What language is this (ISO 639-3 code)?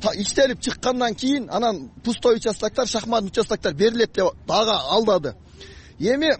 kir